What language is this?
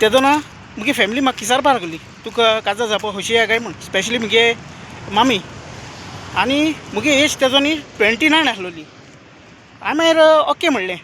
Konkani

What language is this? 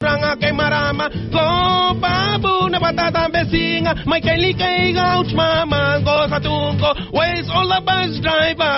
Fijian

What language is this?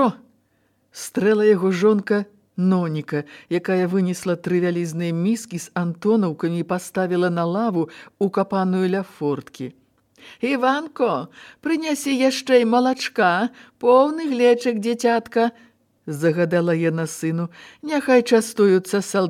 Belarusian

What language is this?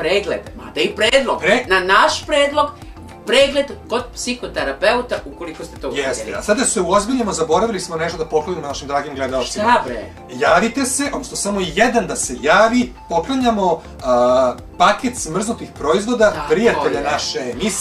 Serbian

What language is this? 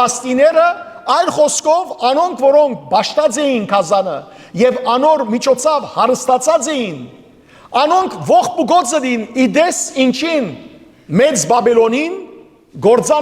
Western Armenian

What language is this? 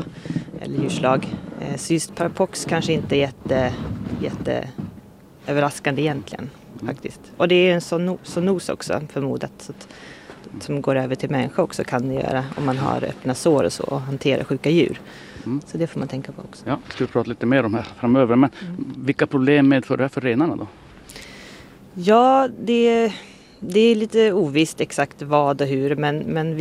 Swedish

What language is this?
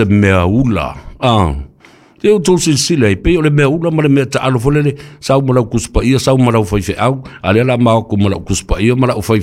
Samoan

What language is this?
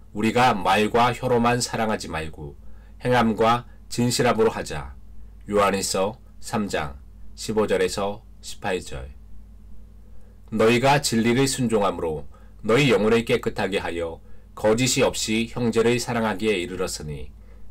Korean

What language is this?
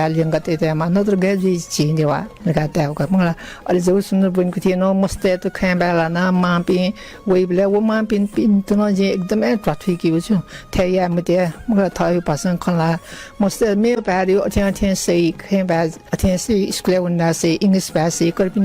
Newari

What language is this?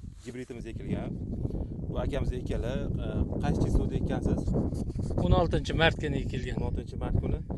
Uzbek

